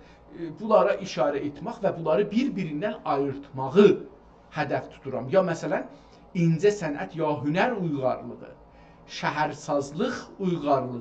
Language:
South Azerbaijani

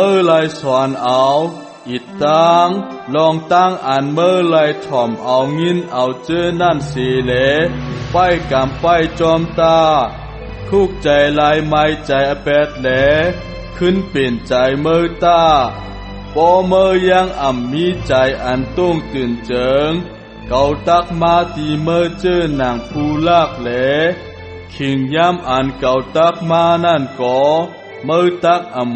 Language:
Shan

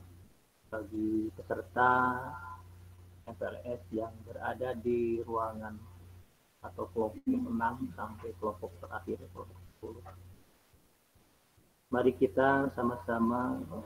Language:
Indonesian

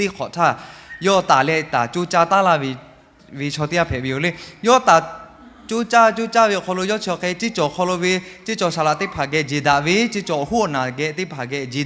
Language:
Lahu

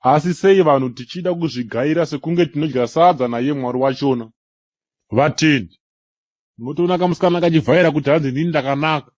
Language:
Shona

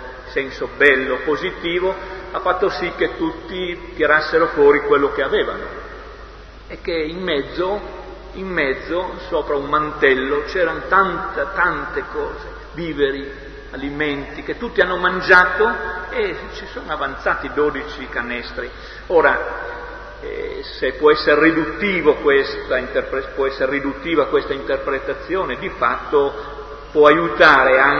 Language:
Italian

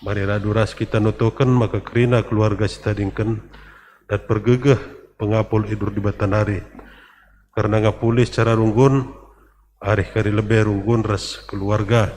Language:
Batak Karo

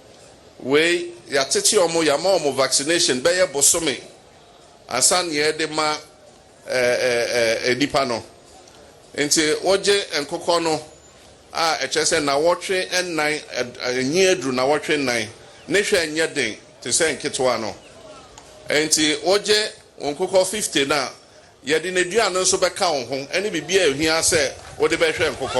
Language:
Akan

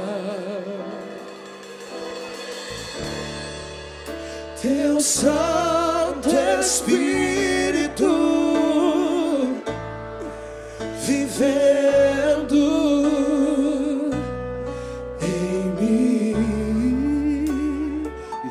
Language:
Portuguese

